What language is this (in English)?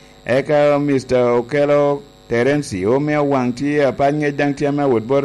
Lango (Uganda)